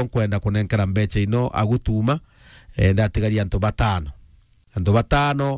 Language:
Meru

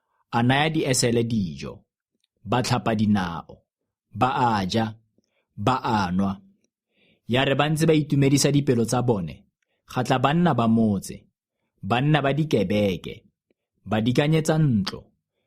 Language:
Tswana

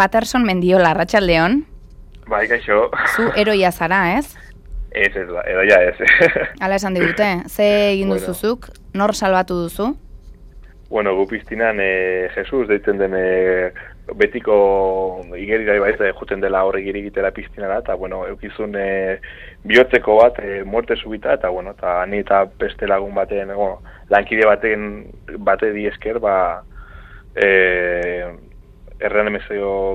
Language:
Basque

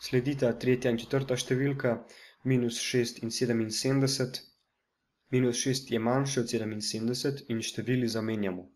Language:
Slovenian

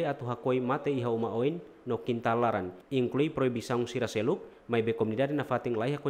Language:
Tetum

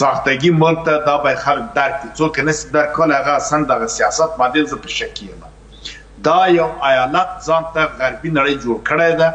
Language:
Pashto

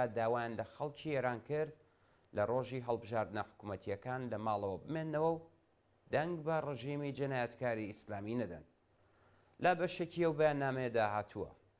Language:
Central Kurdish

